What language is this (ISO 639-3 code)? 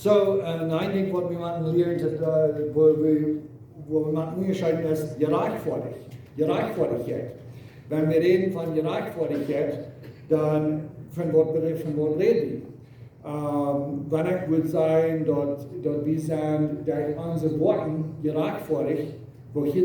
pdt